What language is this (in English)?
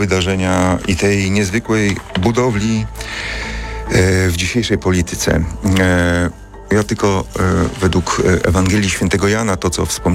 Polish